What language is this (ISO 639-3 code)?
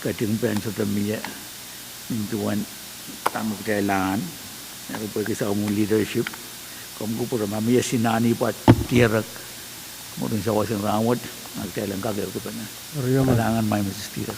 pon